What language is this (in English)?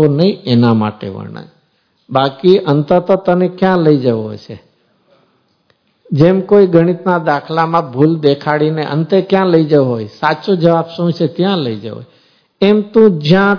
Gujarati